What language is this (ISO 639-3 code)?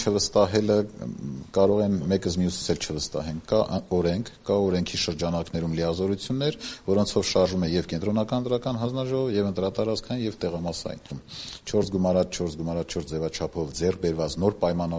hye